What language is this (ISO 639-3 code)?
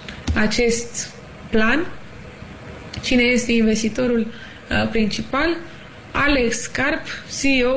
ron